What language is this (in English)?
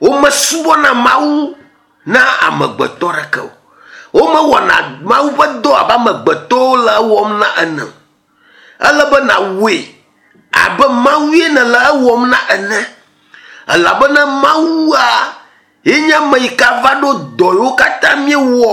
Ewe